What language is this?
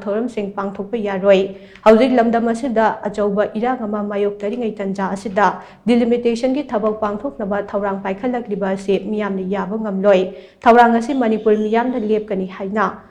Manipuri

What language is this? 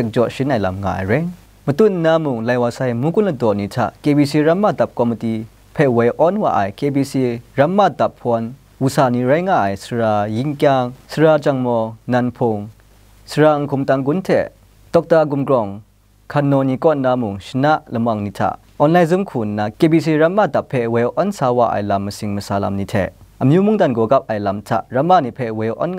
Kachin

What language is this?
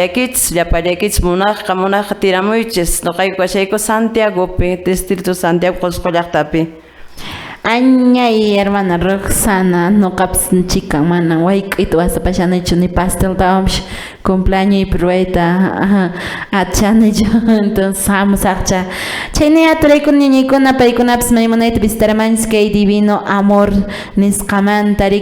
Quechua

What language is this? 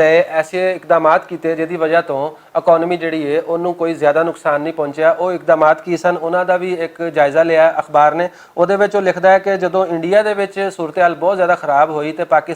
Western Panjabi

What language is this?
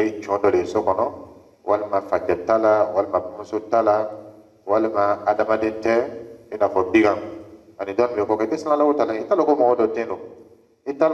Dyula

